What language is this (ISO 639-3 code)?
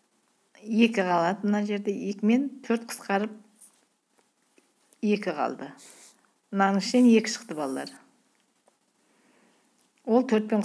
kaz